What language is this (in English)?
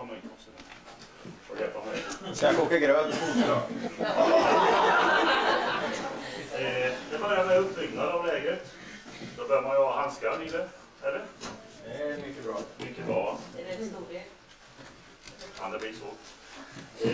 Swedish